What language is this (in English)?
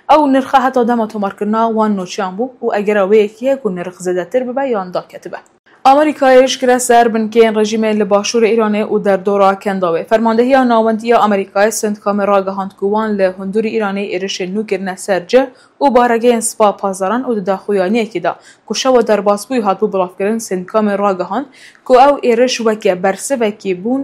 Kurdish